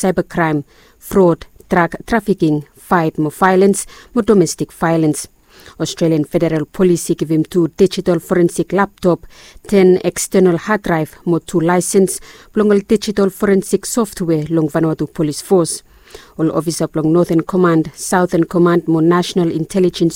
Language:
Bislama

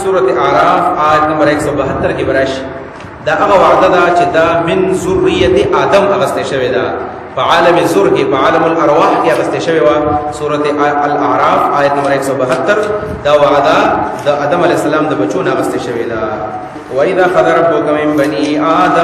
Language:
Pashto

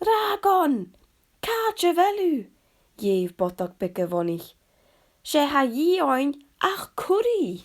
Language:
Scottish Gaelic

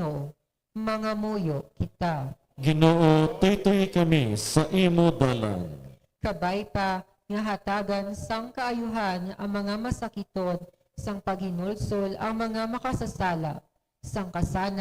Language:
Hiligaynon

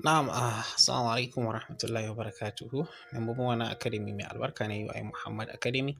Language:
Hausa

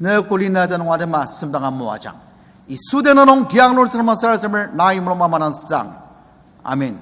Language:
Ao Naga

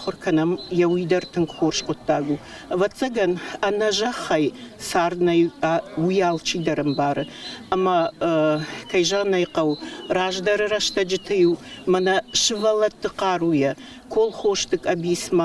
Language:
Ossetic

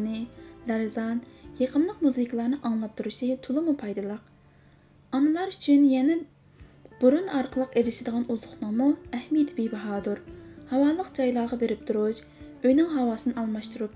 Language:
Uyghur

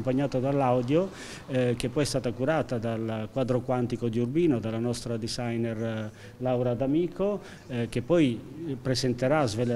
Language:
Italian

